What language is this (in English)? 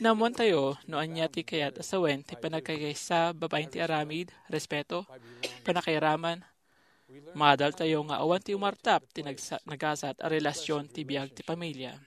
Iloko